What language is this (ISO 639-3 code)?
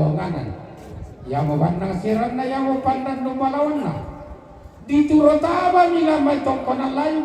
sda